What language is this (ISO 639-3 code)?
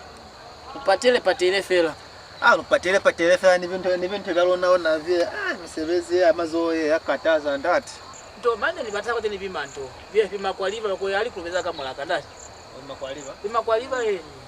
loz